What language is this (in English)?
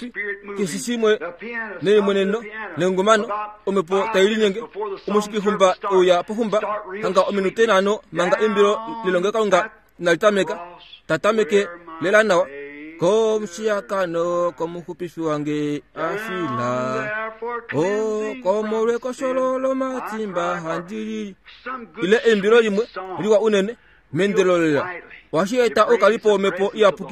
Kuanyama